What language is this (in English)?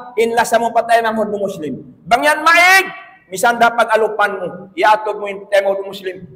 Tausug